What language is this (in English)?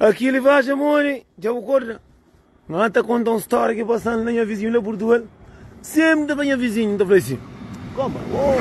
Kabuverdianu